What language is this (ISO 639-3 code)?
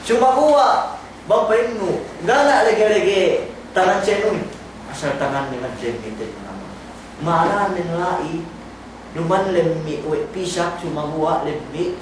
yka